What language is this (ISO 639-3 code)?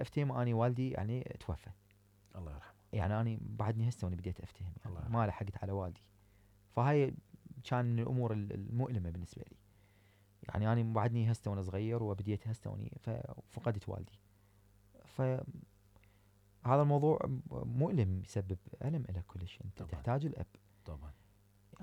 acm